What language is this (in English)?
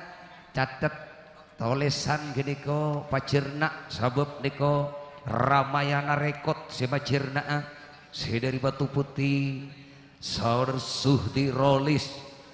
Madurese